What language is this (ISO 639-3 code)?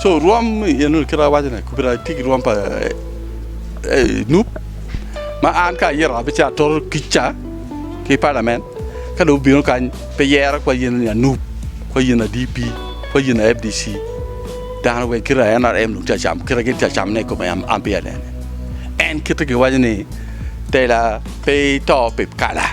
ach